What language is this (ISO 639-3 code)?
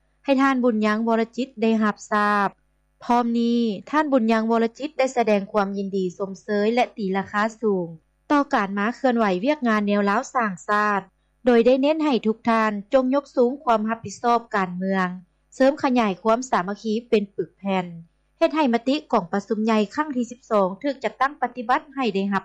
lao